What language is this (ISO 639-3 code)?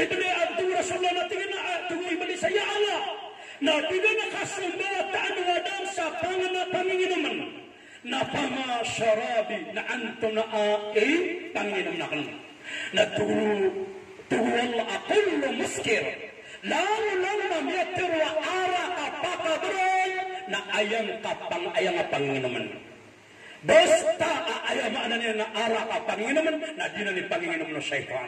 mrw